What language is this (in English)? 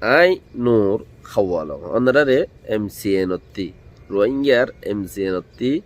Rohingya